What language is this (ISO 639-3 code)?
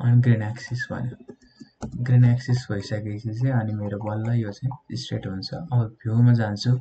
nep